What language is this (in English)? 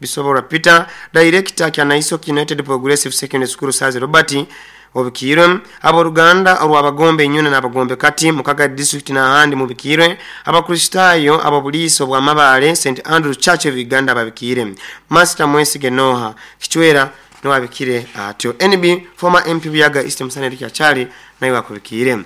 Nyoro